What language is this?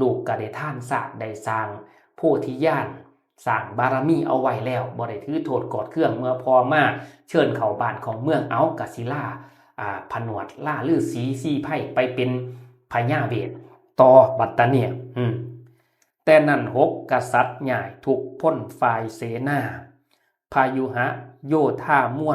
Northeastern Thai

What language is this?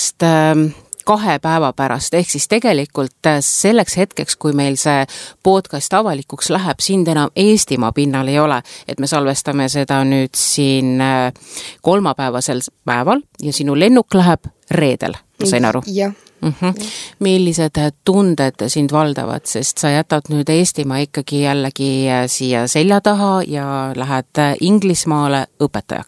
Estonian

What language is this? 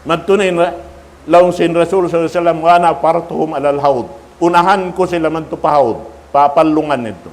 Tausug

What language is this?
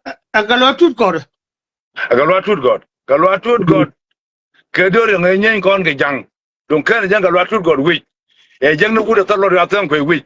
Nuer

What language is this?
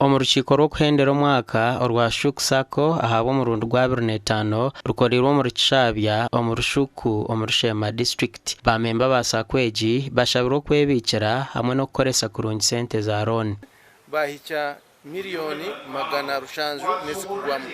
Nyankole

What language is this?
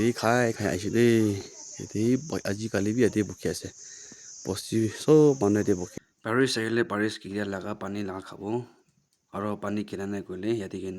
Naga Pidgin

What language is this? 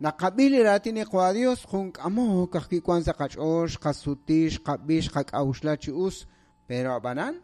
Kekchí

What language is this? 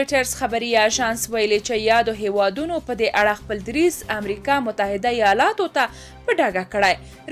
Pashto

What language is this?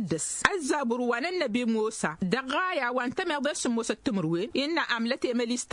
Tamasheq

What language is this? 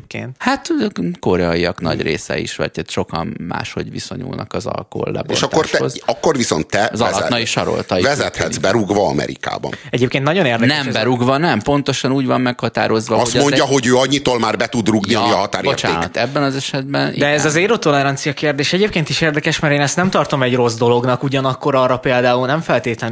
Hungarian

